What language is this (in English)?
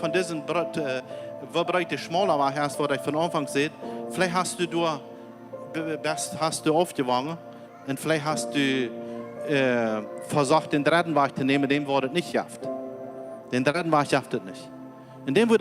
Plautdietsch